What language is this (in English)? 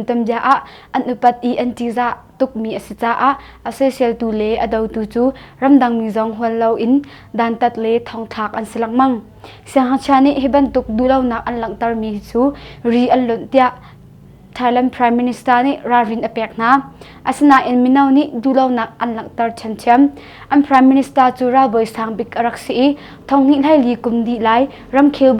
Hakha Chin